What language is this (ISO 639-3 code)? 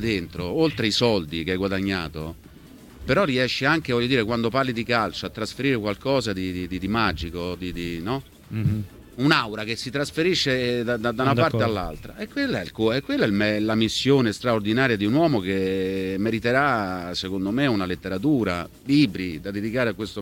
ita